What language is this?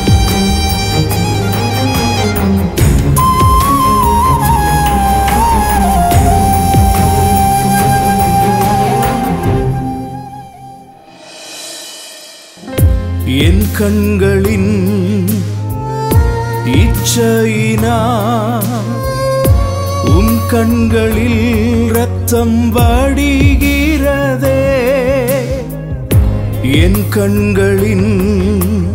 Tamil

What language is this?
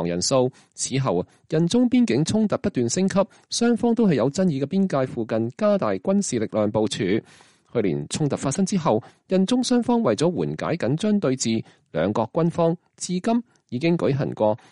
Cantonese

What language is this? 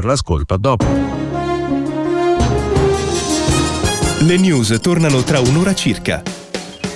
Italian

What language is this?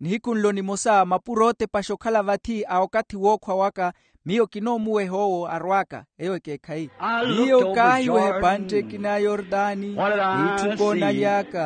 Makhuwa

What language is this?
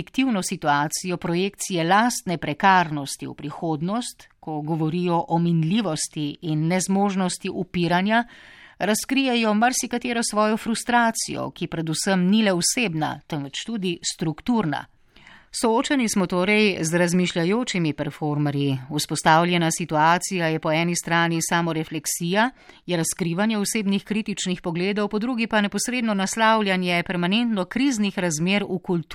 Slovenian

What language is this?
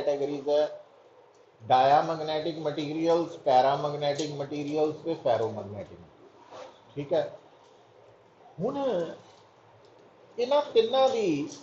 Punjabi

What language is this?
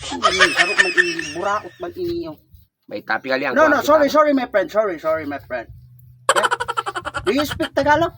Bikol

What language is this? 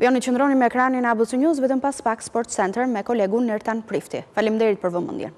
Albanian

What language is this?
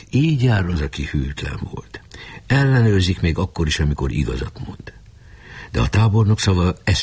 Hungarian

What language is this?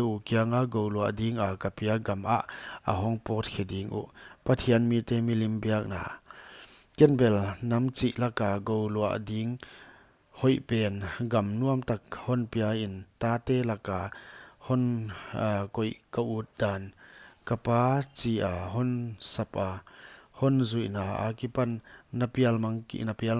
Paite Chin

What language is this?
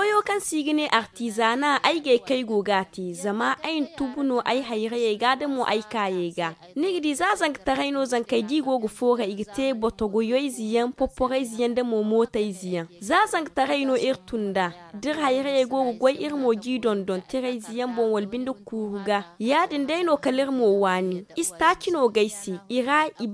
Zarma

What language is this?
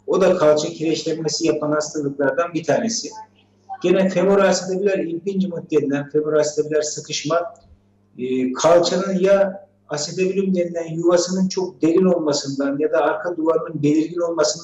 Turkish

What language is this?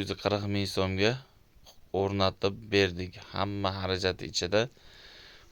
Uzbek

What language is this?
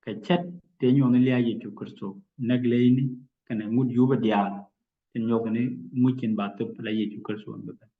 Nuer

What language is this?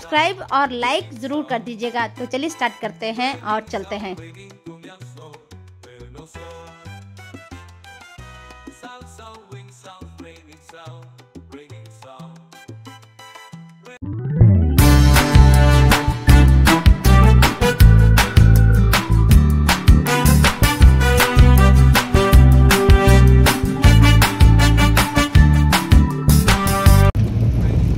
Hindi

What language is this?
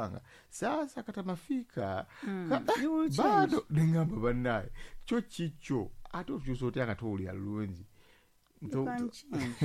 Ganda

